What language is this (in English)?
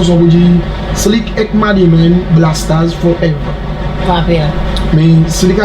Seselwa Creole French